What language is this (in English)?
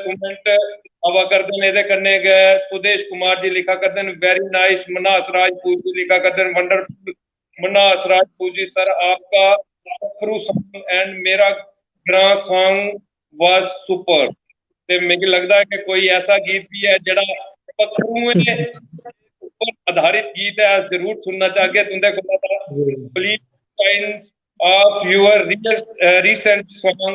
Dogri